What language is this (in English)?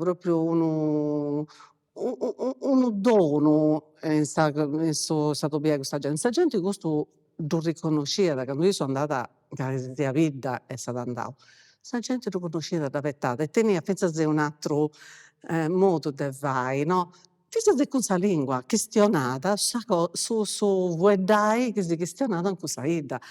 Sardinian